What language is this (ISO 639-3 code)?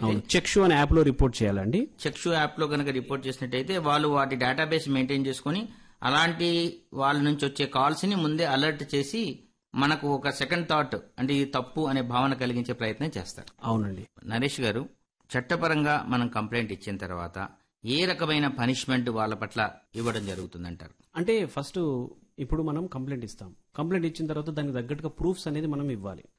tel